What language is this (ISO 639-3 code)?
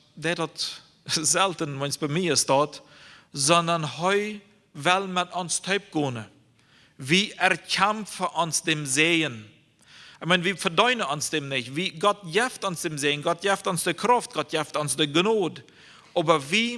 pdt